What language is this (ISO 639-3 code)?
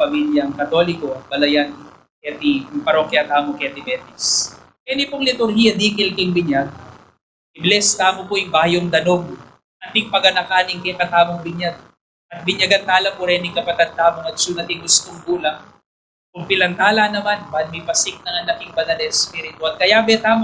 pam